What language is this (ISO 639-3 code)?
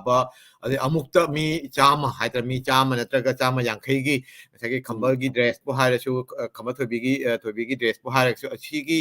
mni